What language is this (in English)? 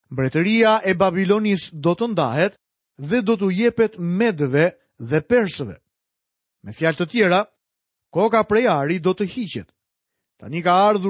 Albanian